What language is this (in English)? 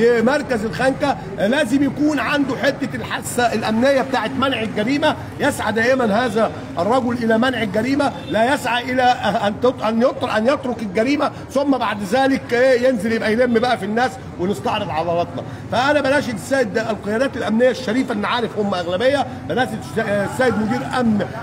Egyptian Arabic